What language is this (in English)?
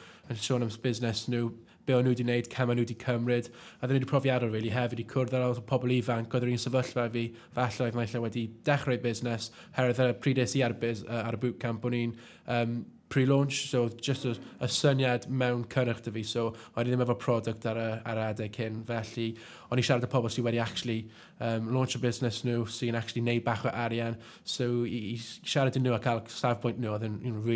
Welsh